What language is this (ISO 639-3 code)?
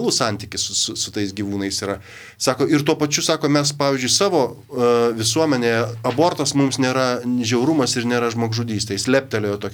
lit